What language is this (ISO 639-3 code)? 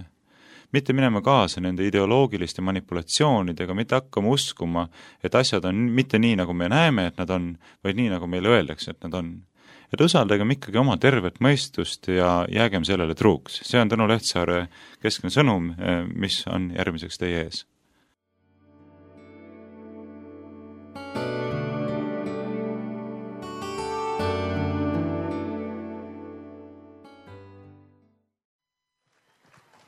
est